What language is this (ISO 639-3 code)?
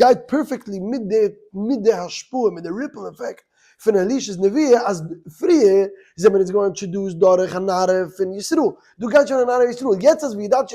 yid